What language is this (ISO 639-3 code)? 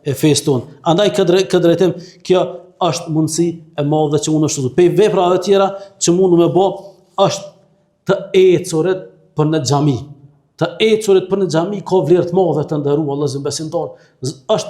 sqi